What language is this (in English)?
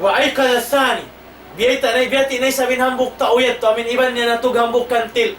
Tausug